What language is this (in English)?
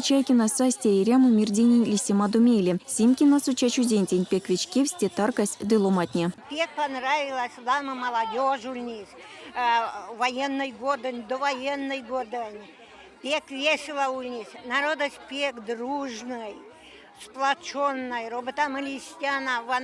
Erzya